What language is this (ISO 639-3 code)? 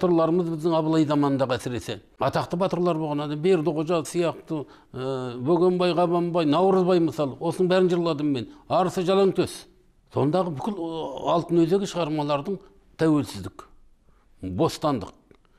kaz